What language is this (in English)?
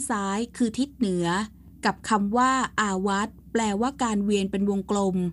Thai